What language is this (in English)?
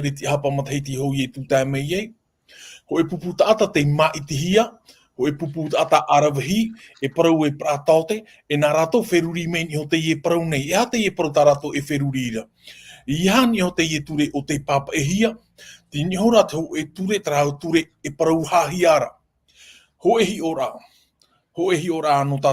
Tahitian